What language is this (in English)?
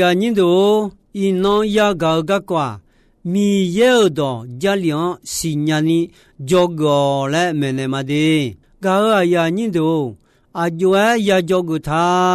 Akha